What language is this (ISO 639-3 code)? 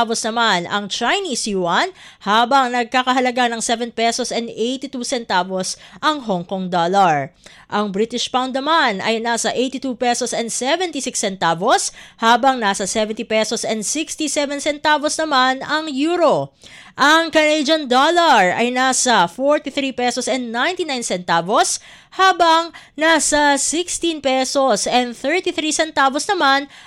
fil